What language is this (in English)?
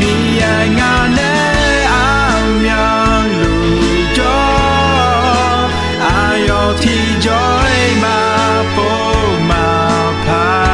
Akha